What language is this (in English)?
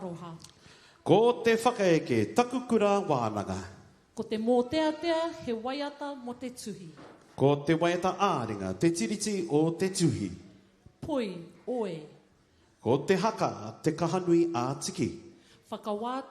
Māori